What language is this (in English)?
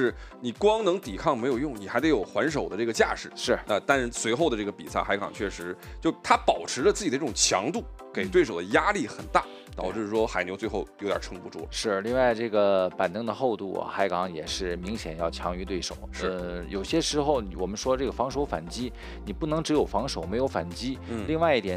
Chinese